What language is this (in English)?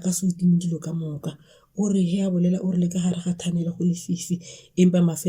Northern Sotho